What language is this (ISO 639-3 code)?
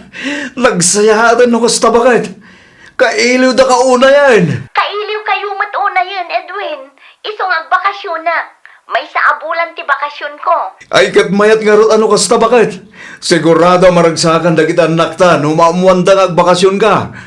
ilo